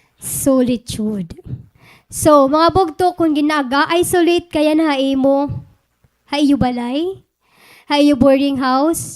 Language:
Waray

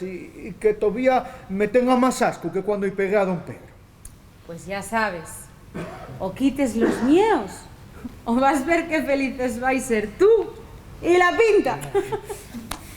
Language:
Asturian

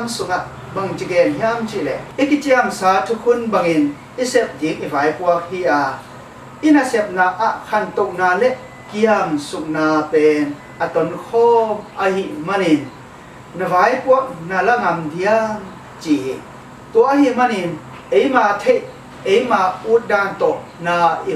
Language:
Tedim Chin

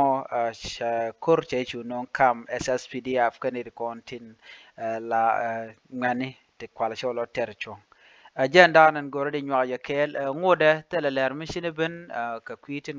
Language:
Nuer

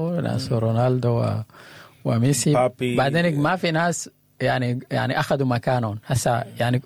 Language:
Sudanese Arabic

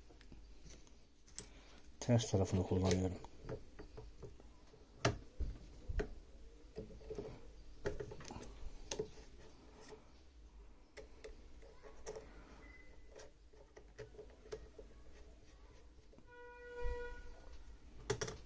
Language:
Turkish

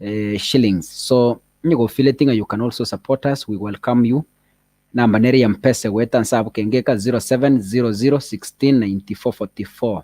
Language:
Gusii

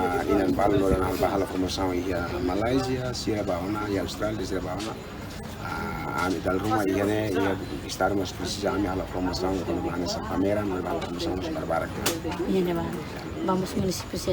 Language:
Tetum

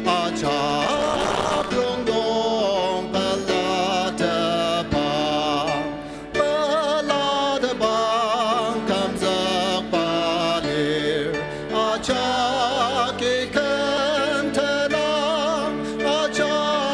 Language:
Ao Naga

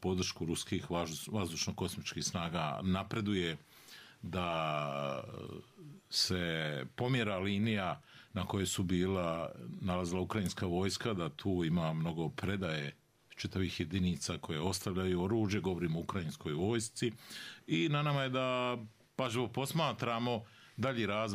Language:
Bosnian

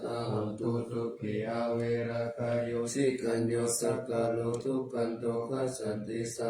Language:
Pali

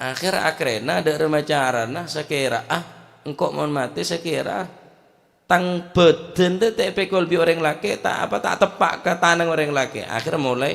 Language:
Madurese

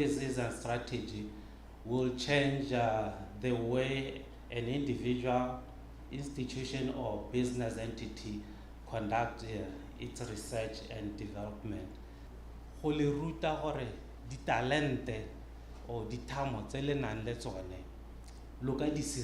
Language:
Tswana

